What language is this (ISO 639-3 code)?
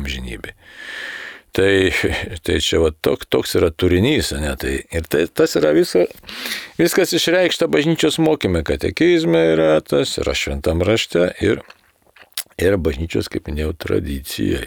lit